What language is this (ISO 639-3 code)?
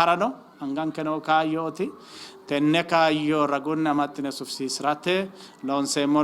sid